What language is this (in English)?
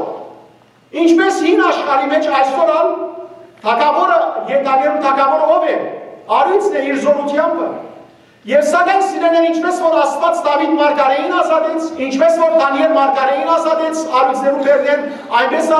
Western Armenian